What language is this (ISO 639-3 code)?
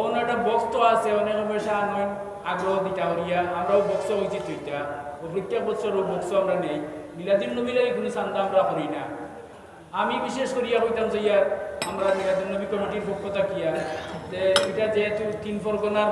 syl